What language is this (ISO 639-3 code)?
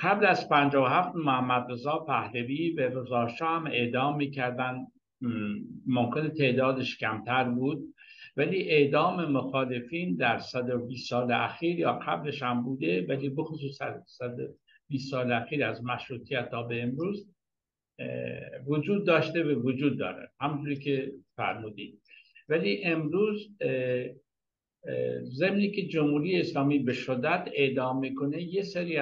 fas